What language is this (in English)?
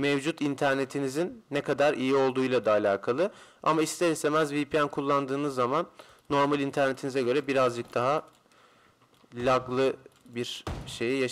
Turkish